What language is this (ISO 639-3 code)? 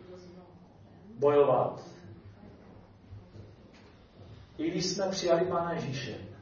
ces